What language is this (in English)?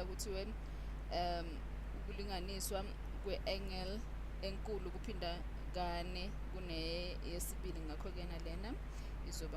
Zulu